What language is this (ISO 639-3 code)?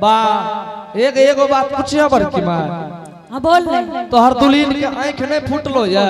anp